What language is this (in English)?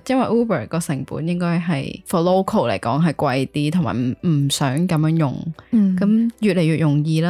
Cantonese